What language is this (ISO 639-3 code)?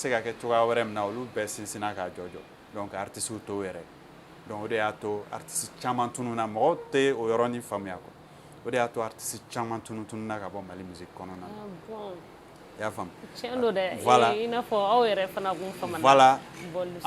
bam